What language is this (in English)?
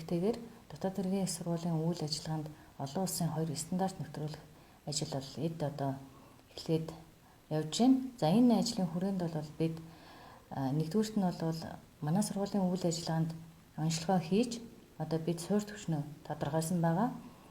Mongolian